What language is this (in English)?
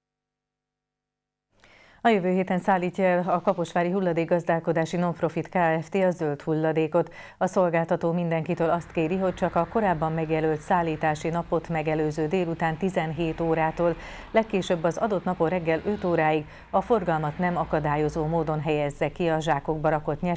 Hungarian